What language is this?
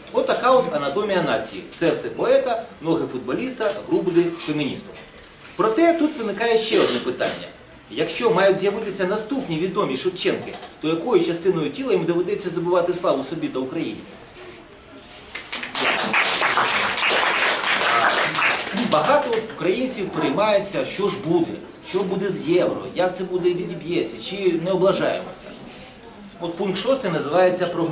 Ukrainian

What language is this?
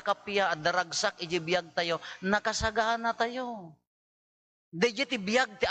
Iloko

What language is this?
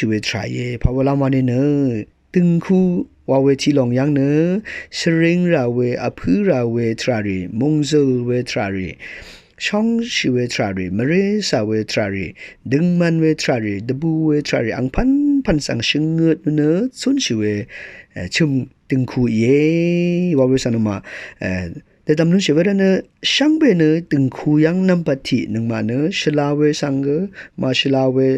Rawang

